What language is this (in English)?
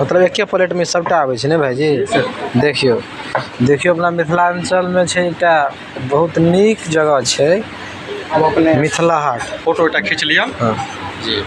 Maithili